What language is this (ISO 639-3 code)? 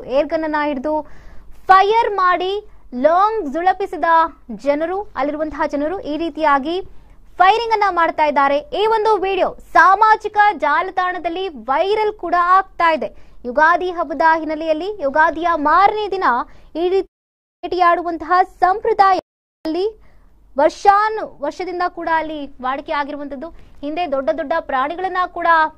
kan